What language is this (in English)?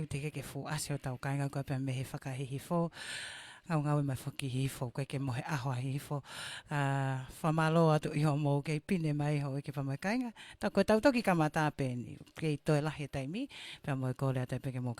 Tongan